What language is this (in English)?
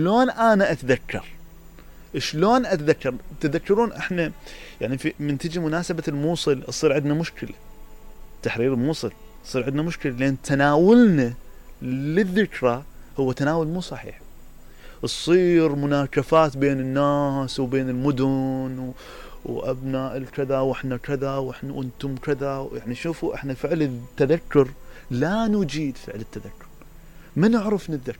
Mesopotamian Arabic